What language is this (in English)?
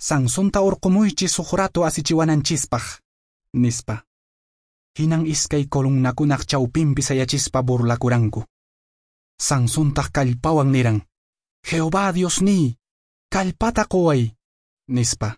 Quechua